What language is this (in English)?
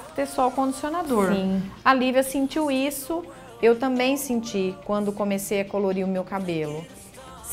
Portuguese